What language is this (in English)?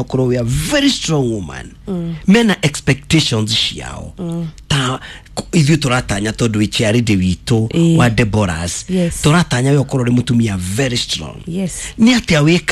Kikuyu